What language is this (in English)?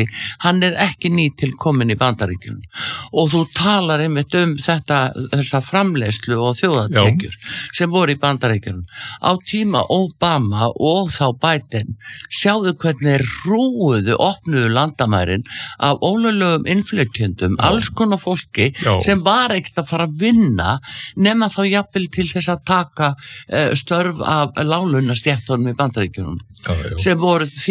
Icelandic